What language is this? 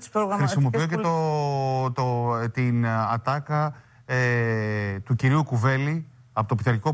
Greek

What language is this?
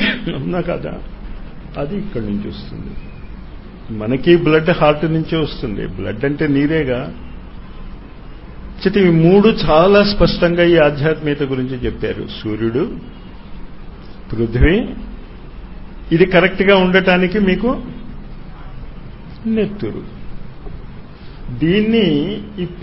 Telugu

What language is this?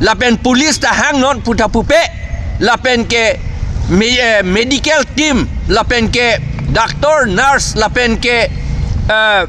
Karbi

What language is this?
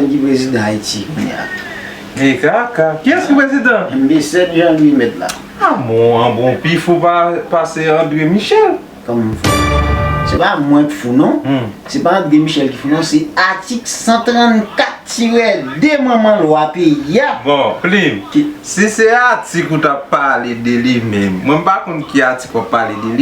Haitian Creole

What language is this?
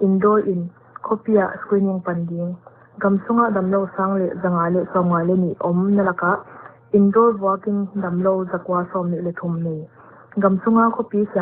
Paite Chin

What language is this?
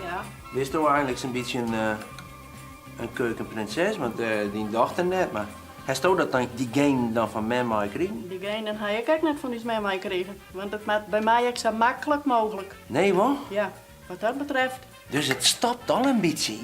Western Frisian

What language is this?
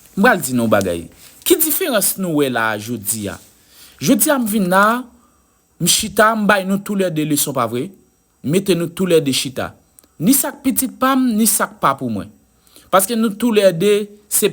Haitian Creole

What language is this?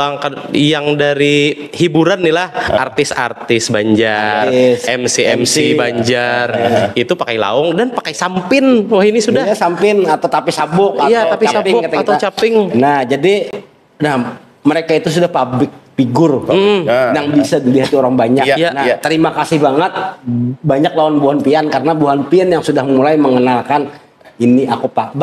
Banjar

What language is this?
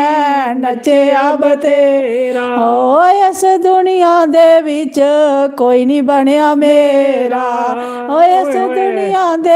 Dogri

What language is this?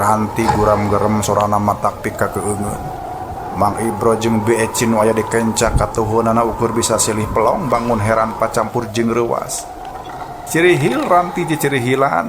Sundanese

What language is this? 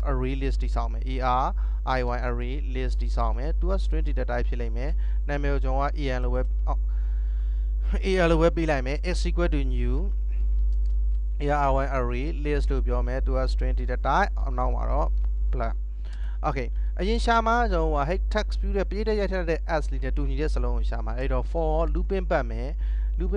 Burmese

